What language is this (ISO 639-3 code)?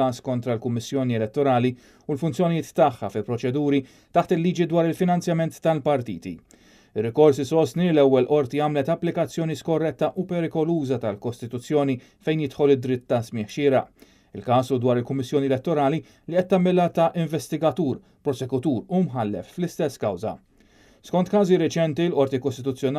mlt